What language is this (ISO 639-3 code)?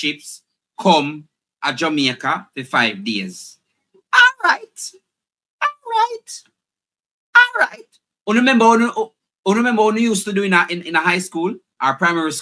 jam